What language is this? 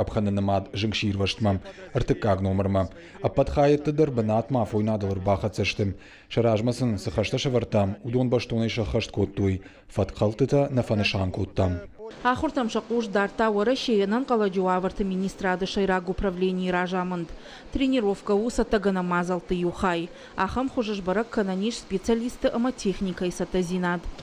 Ossetic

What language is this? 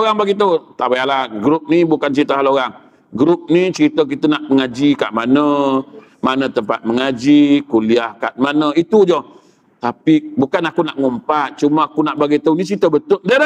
Malay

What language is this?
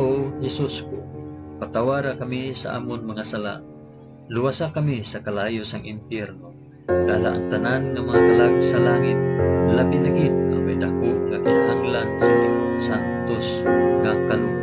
Hiligaynon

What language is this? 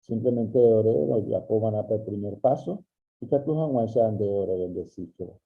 Guarani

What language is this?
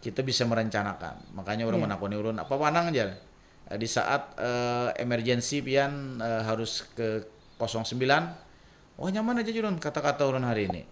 Banjar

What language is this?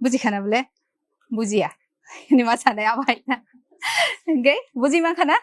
Kok Borok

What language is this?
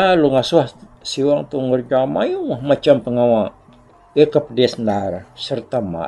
Iban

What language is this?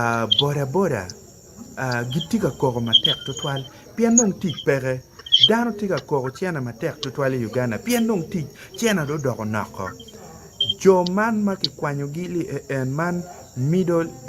Acoli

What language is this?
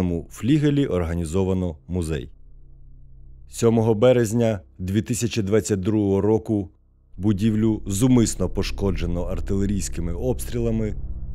Ukrainian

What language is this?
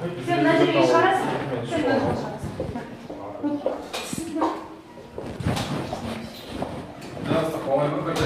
Kazakh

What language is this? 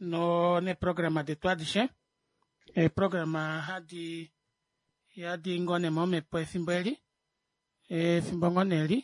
Kuanyama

